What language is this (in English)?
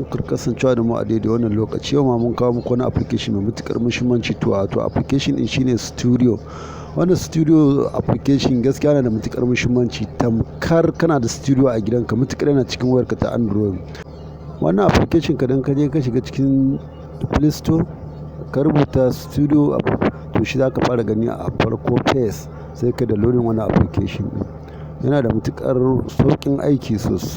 Hausa